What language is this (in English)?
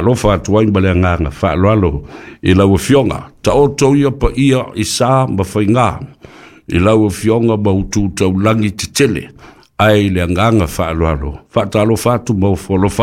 Samoan